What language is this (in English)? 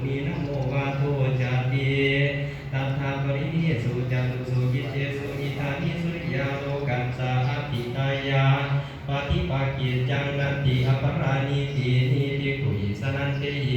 Pali